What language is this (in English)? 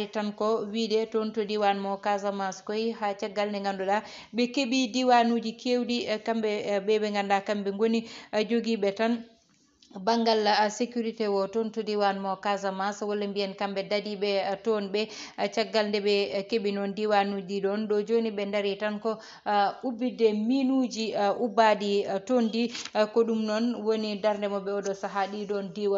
Fula